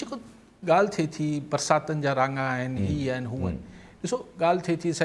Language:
Sindhi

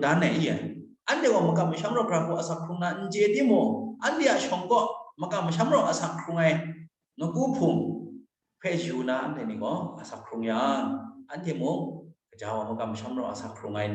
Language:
Kachin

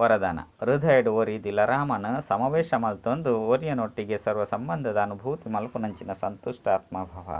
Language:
Tulu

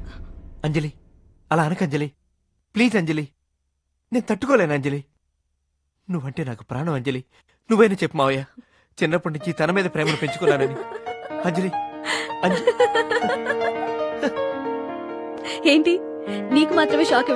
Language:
Telugu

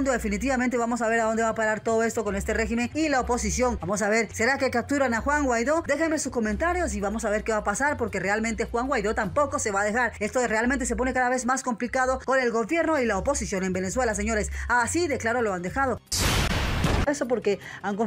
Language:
Spanish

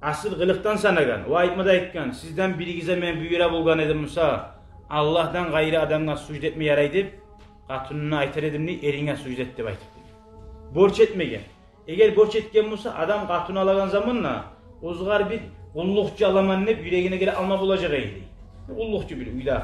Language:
Kumyk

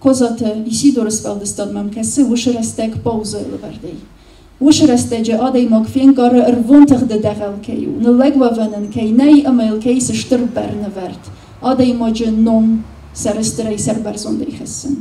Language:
Ossetic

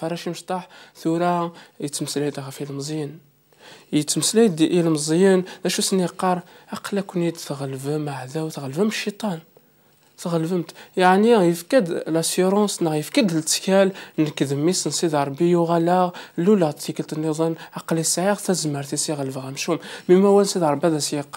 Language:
Kabyle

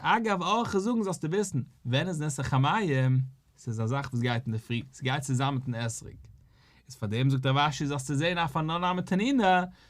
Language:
Yiddish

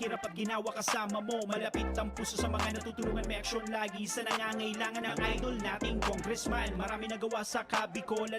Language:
Bikol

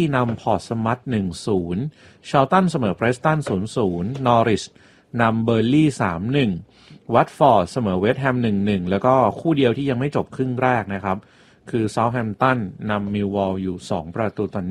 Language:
Thai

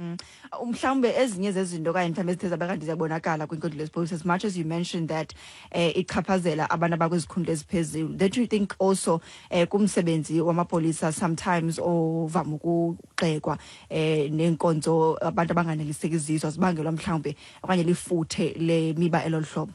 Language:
Xhosa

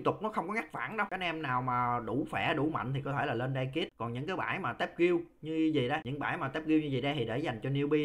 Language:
Vietnamese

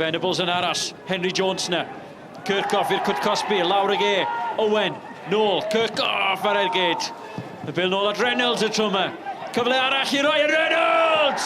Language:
Welsh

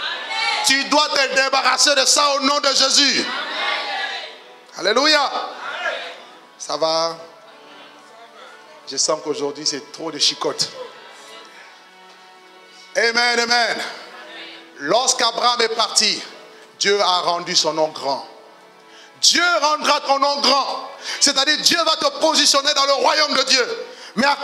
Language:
French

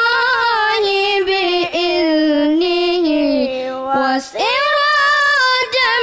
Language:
Achinese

